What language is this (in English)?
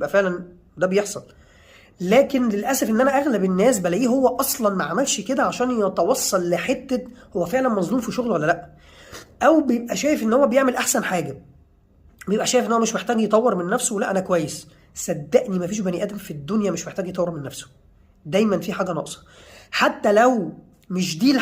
Egyptian Arabic